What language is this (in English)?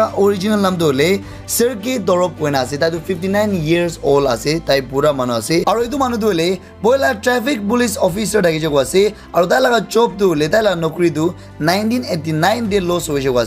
Naga Pidgin